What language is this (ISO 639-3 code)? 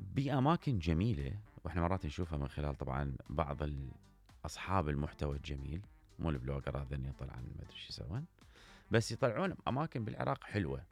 acm